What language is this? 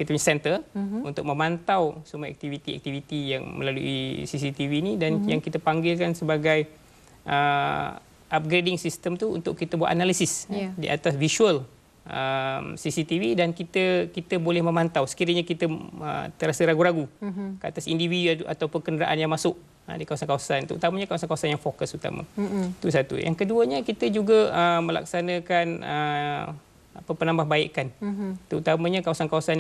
Malay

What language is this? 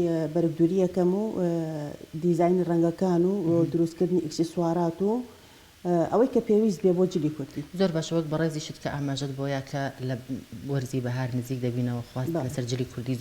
Central Kurdish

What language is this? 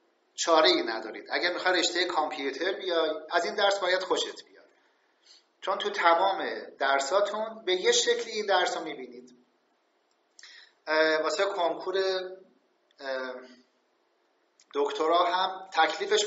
Persian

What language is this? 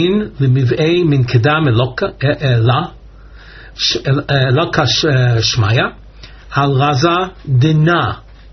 Hebrew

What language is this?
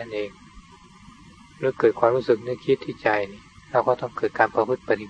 Thai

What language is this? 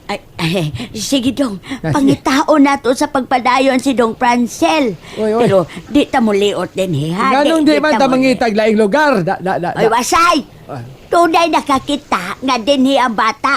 Cebuano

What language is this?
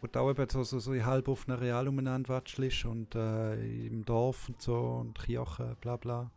Swiss German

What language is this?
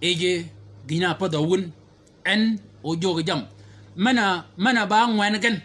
Shilluk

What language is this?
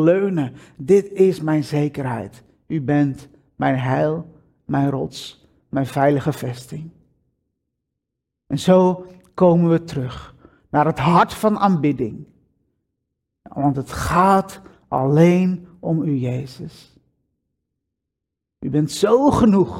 Dutch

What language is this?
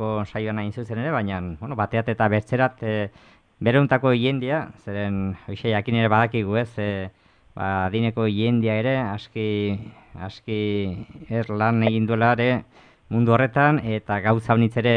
Basque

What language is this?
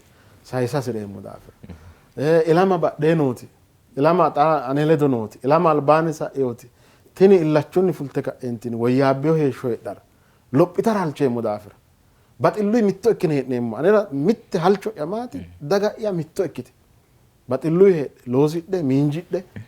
Sidamo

